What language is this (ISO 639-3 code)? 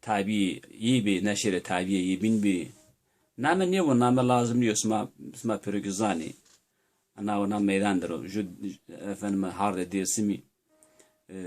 zza